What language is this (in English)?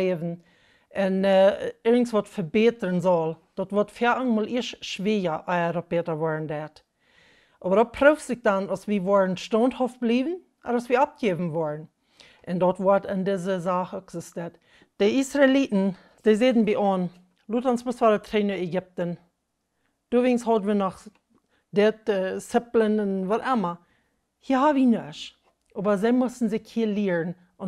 Plautdietsch